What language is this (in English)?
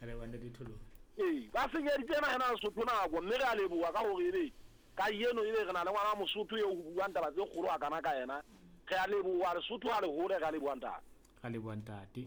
Southern Sotho